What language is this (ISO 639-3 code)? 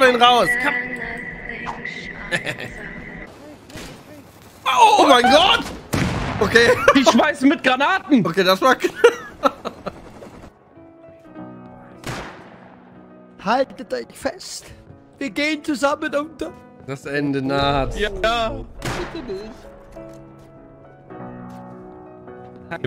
deu